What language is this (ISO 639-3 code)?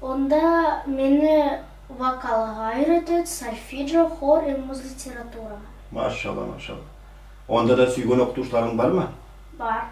nog